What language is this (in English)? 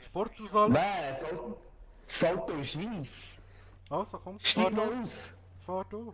Swiss German